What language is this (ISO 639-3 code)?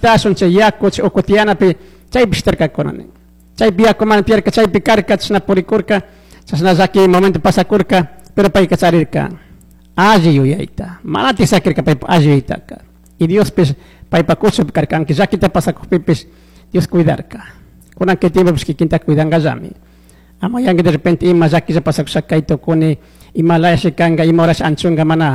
qug